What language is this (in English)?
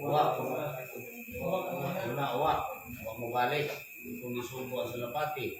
Cebuano